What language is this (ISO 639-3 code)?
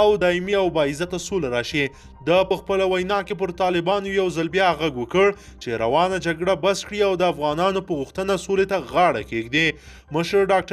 pus